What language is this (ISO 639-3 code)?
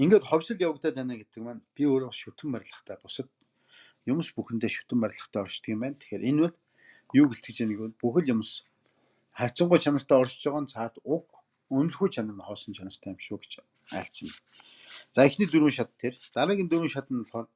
mon